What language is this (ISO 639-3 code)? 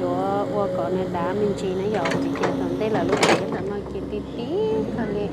hmn